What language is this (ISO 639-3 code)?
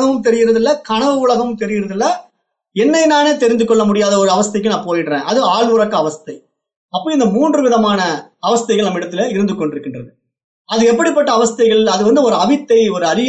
tam